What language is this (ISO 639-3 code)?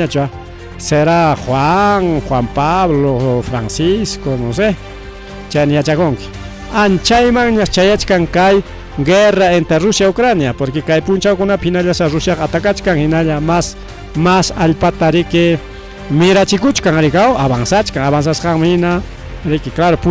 quy